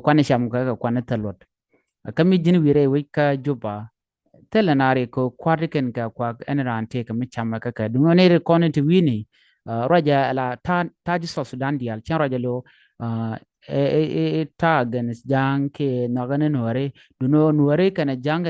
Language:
Nuer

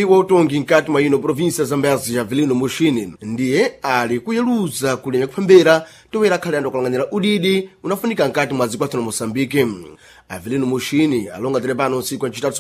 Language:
Sena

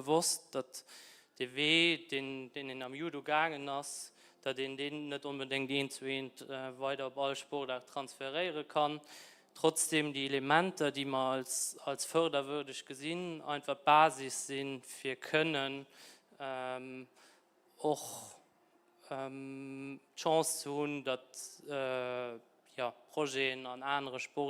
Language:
Luxembourgish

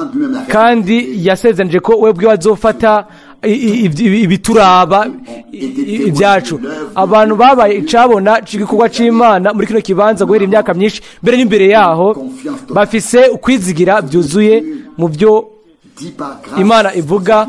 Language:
Rundi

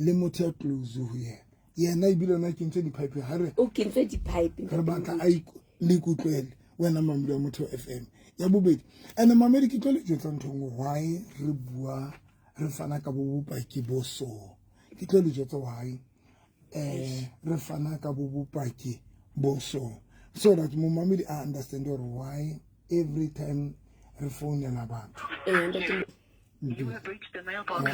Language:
Southern Sotho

